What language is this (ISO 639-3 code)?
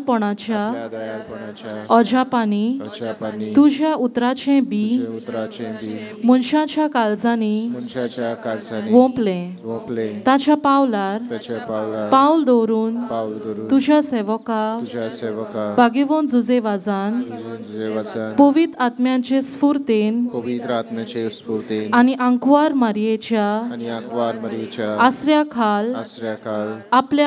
kok